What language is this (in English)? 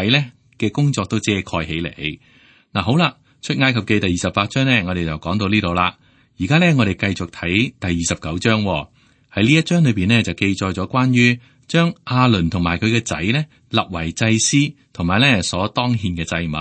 Cantonese